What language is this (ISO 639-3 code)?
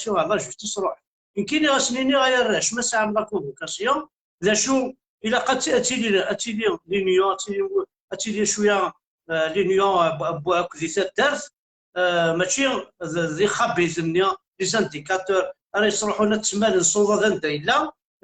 kab